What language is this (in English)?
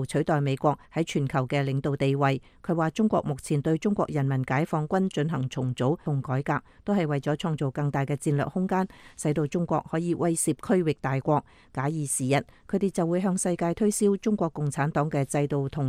Cantonese